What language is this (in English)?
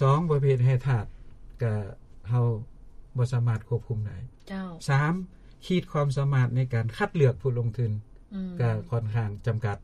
Lao